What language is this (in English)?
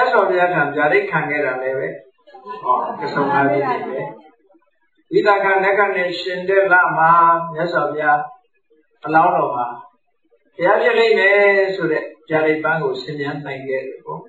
Burmese